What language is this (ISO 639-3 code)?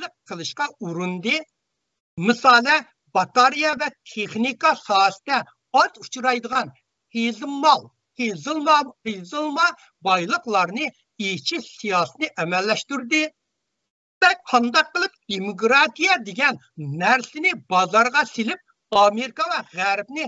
uig